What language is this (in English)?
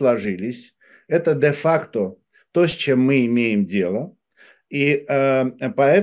Russian